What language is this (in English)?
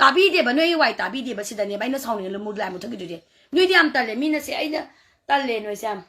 Manipuri